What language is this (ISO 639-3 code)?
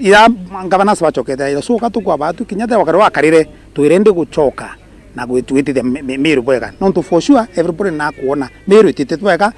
mer